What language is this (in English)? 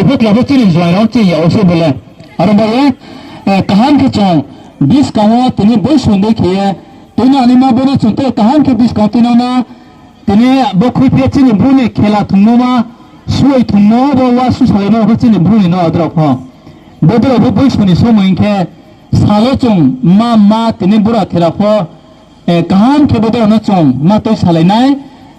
Riang (India)